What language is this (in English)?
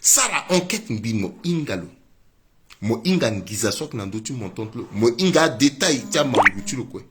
Sango